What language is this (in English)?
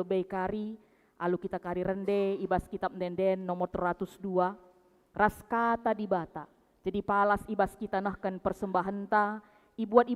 Batak Karo